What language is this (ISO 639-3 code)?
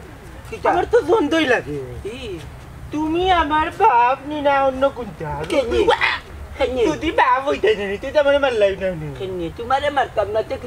syl